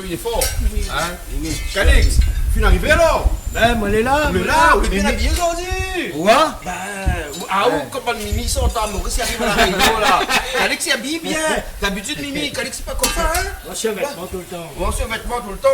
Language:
Réunion Creole French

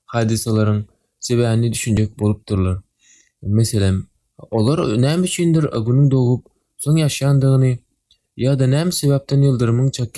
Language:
Turkmen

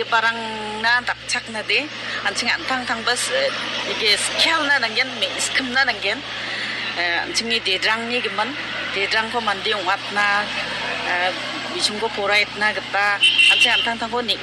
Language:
Garo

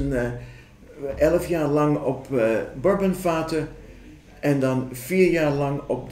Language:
Dutch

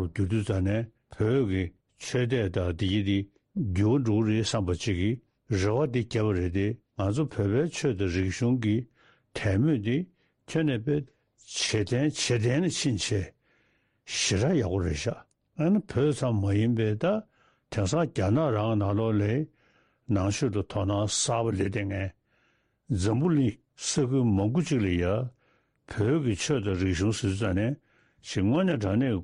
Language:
Tibetan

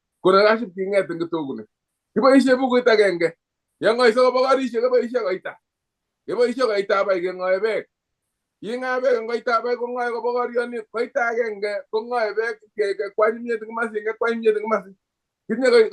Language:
Kalenjin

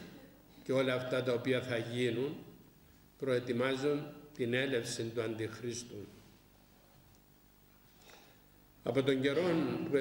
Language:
Greek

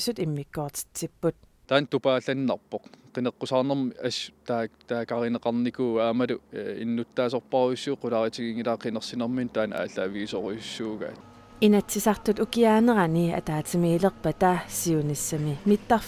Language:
Kalaallisut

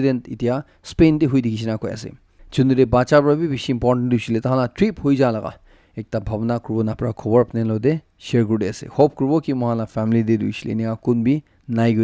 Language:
Naga Pidgin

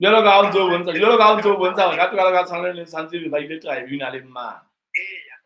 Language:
Southern Sotho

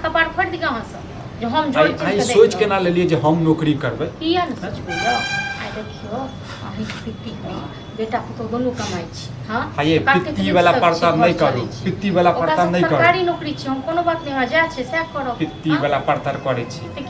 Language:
Maithili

